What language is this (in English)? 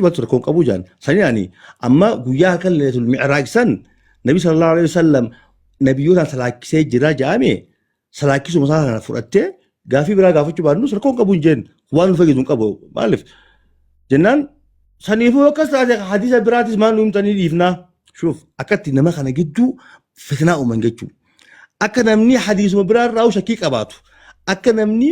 Oromo